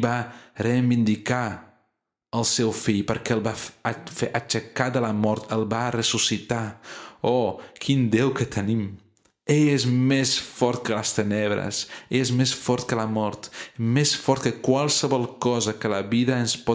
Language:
Catalan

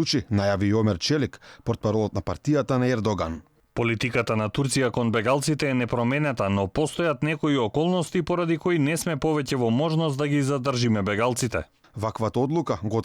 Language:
Macedonian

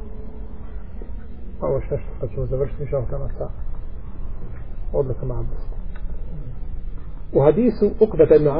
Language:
Bosnian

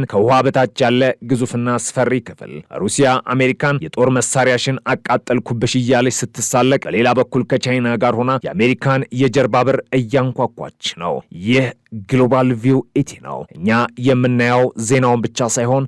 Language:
Amharic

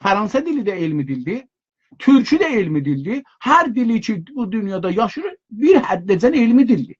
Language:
South Azerbaijani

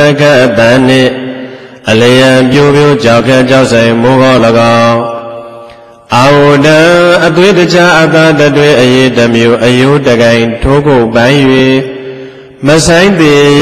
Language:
Burmese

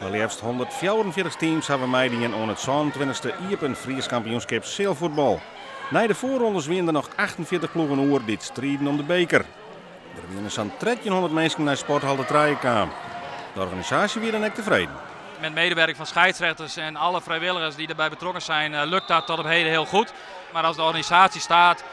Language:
Western Frisian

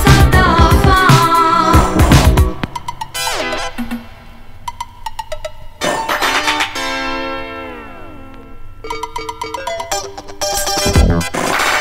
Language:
Italian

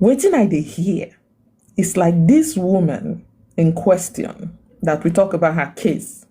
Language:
Nigerian Pidgin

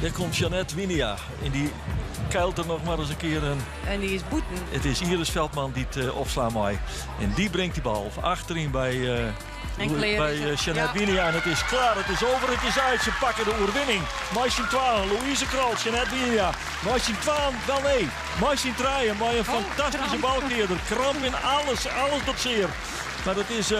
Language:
Western Frisian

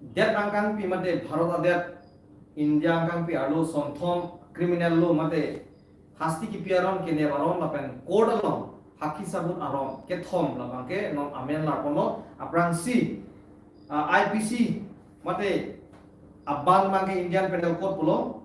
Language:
Karbi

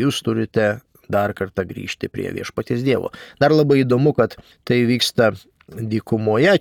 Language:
Lithuanian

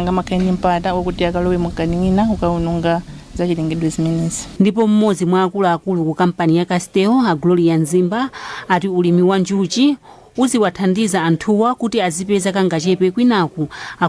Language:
Nyanja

